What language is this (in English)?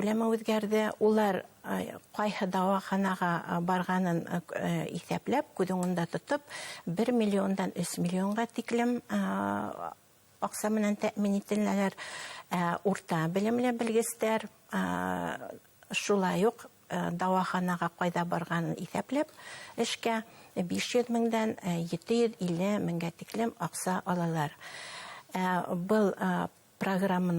Bashkir